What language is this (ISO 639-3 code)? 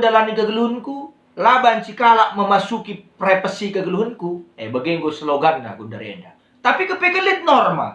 btx